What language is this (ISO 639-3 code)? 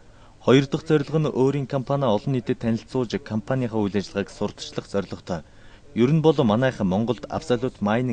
mon